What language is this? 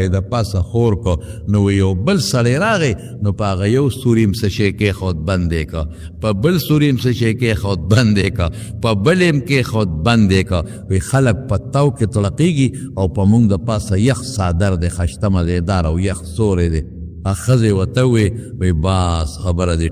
Pashto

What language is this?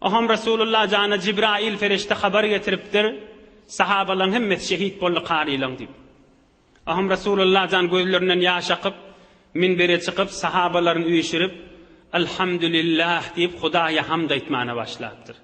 Turkmen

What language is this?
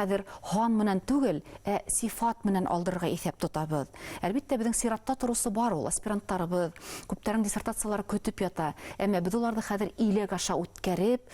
Bashkir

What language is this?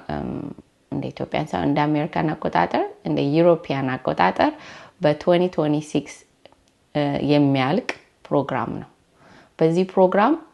Amharic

